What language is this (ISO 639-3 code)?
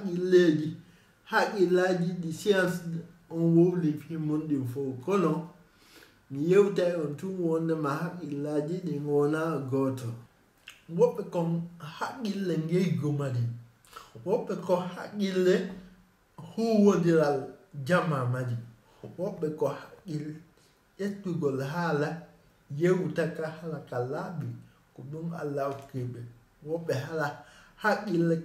ful